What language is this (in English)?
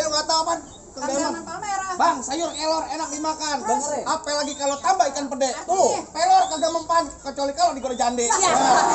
Betawi